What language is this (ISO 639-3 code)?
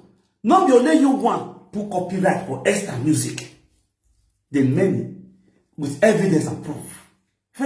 pcm